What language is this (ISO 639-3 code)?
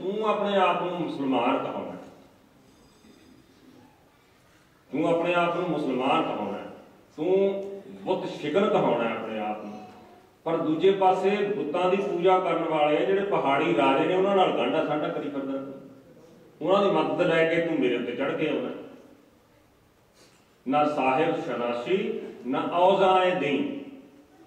pan